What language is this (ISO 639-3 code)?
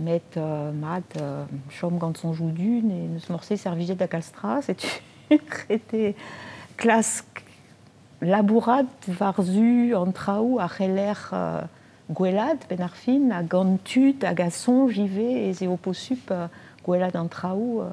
bre